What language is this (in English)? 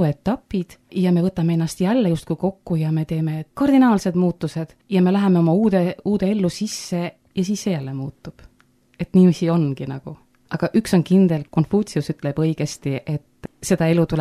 Estonian